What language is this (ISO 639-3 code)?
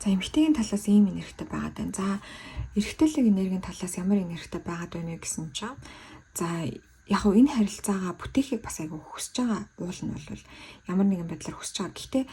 mon